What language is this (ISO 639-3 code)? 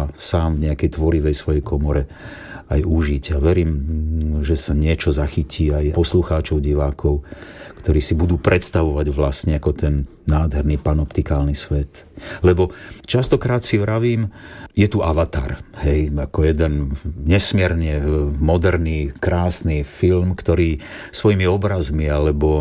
slk